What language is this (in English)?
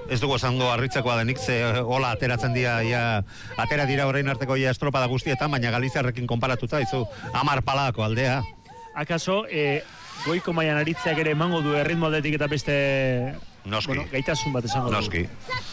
Basque